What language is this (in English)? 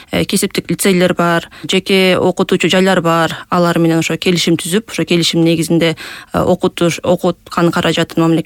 Kyrgyz